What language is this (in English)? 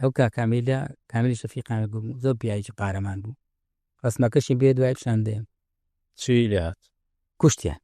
Central Kurdish